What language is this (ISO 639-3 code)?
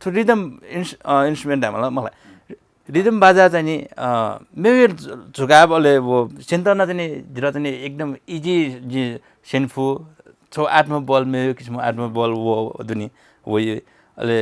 new